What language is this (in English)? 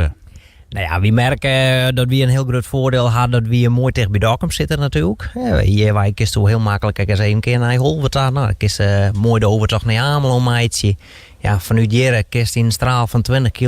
Western Frisian